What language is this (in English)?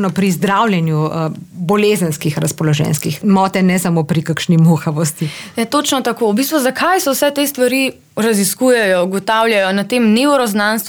Slovenian